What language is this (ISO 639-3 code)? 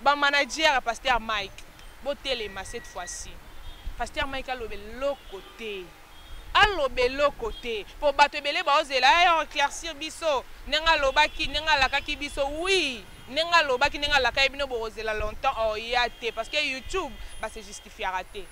lin